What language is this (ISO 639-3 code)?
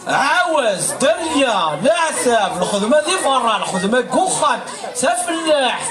kab